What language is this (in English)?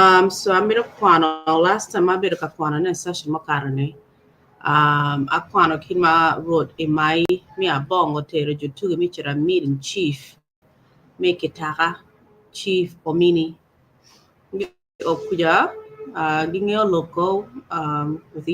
Acoli